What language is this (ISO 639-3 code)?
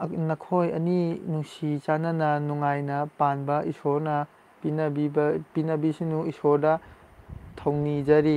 mni